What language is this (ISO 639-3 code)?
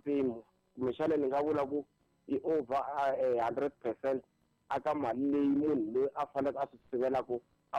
tso